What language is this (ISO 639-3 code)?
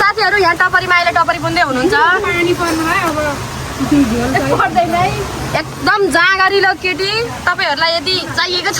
nep